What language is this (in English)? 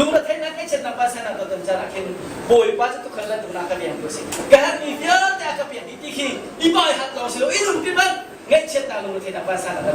Hakha Chin